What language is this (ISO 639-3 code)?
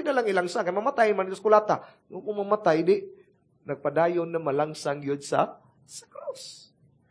ceb